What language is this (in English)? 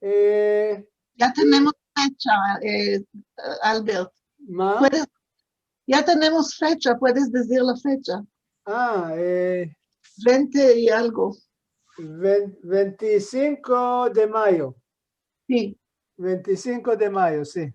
Ladino